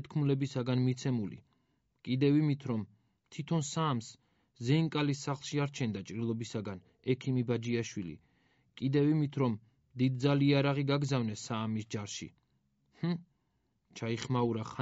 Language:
Georgian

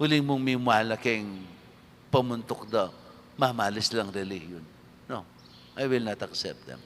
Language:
Pampanga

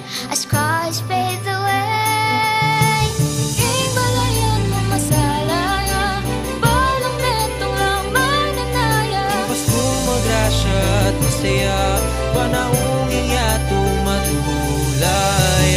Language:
Pampanga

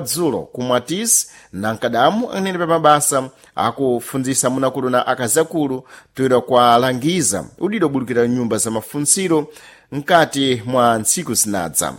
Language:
Sena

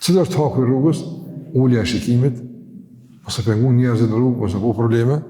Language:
Albanian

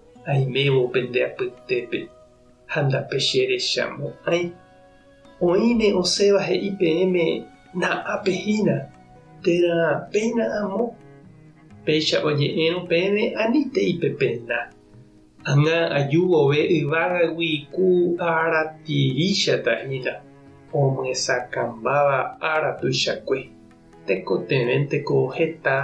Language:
Guarani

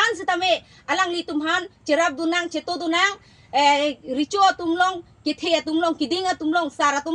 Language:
Karbi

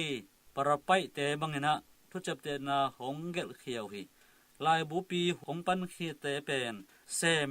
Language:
Tedim Chin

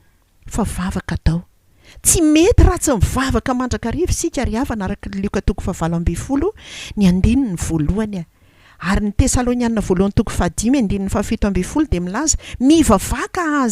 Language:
Malagasy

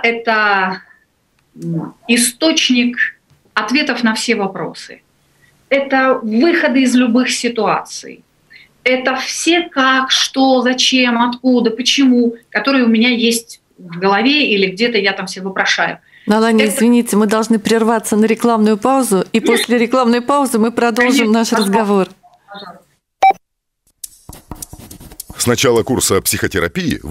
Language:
Russian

